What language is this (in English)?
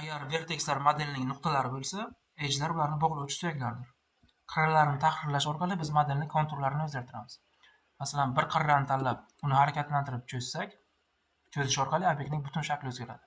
Uzbek